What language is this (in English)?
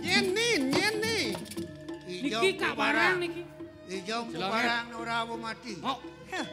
Balinese